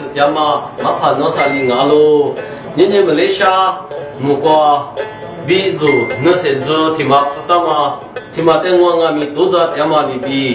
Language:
Lisu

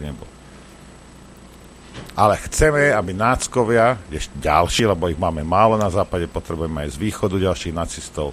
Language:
Slovak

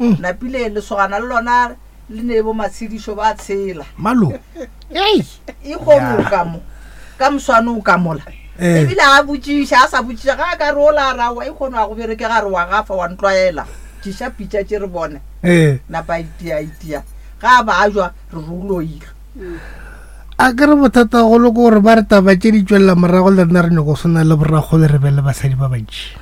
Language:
Northern Sotho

